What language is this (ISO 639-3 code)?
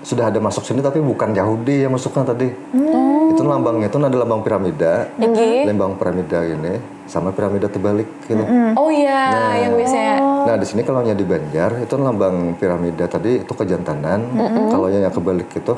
bjn